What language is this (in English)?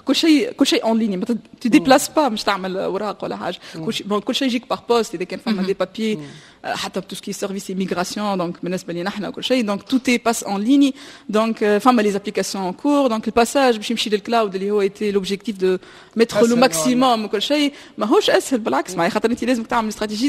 Tunisian Arabic